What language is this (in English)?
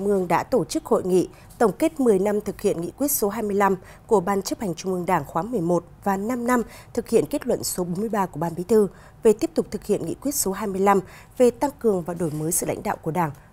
Vietnamese